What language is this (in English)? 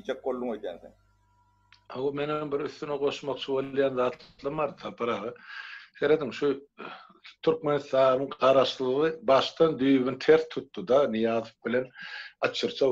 Turkmen